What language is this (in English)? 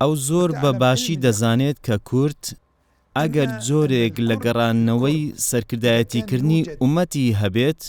Central Kurdish